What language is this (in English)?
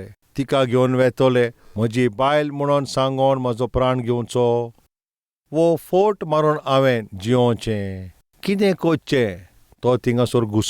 Konkani